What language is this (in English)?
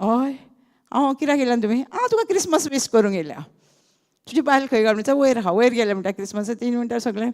Konkani